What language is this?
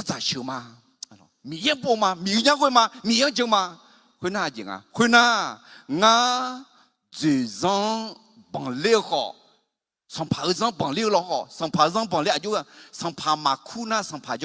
Akha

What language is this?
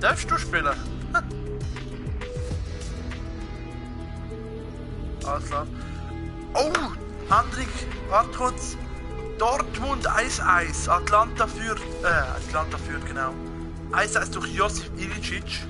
Swiss German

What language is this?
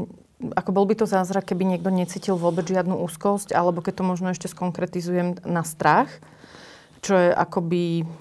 Slovak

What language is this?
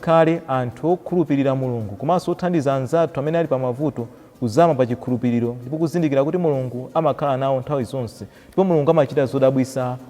Nyanja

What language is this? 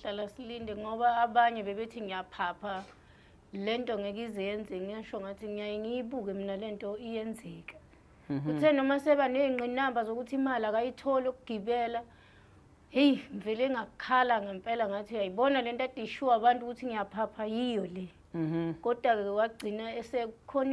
Zulu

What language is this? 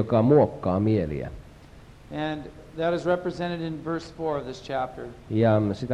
Finnish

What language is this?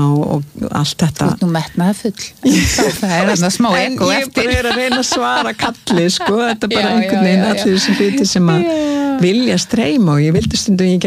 Icelandic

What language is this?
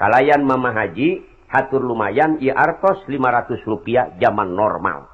Sundanese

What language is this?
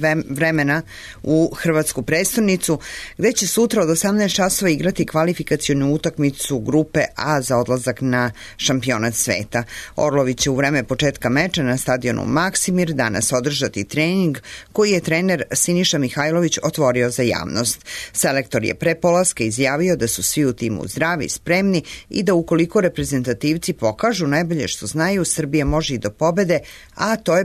Serbian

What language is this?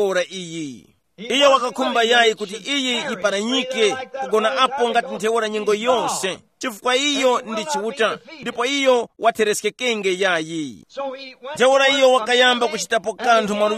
Tumbuka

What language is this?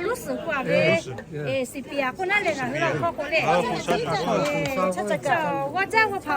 Lahu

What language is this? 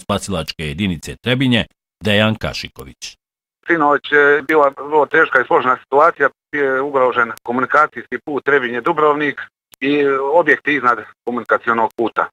Bosnian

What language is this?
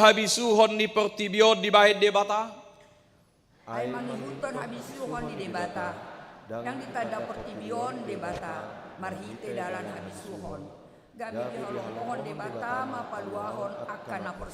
Batak Toba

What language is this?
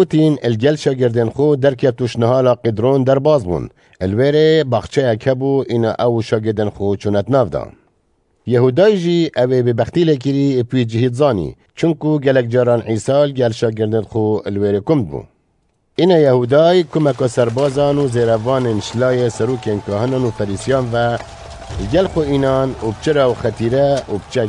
Kurdish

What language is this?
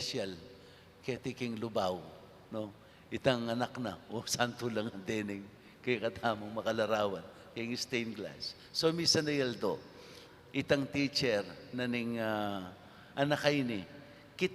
Pampanga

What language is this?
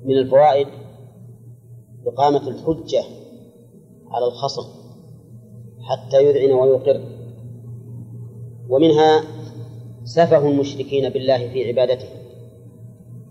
Arabic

